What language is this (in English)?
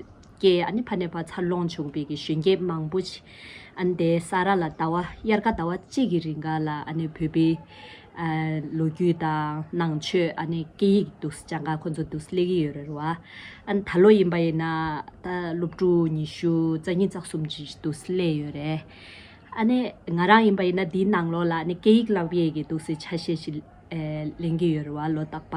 Tibetan